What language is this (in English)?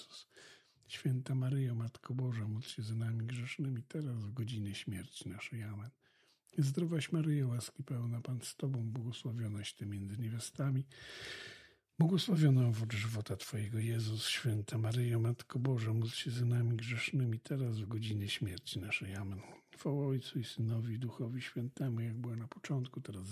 Polish